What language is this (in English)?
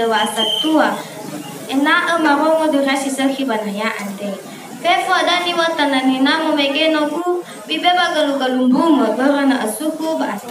Nias